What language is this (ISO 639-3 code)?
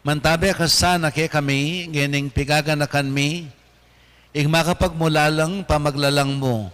pam